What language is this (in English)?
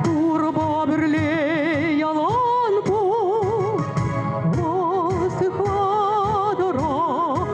Chuvash